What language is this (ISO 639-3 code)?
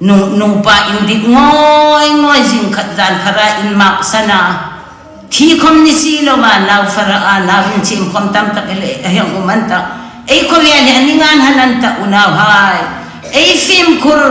hmr